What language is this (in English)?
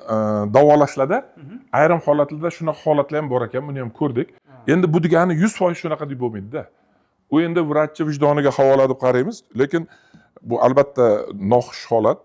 Uzbek